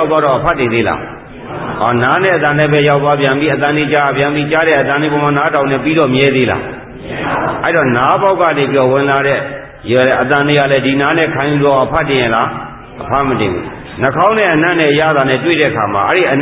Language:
Burmese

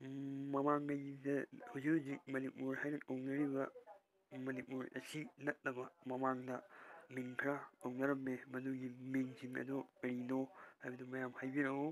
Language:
Manipuri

